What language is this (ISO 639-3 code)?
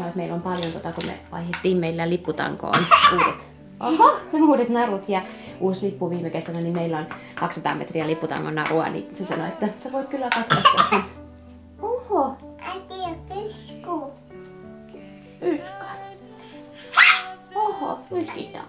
fin